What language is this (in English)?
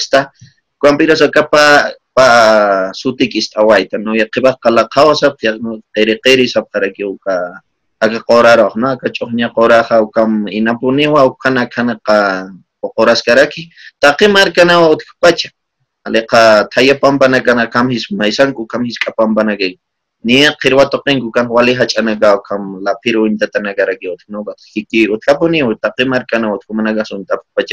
Aymara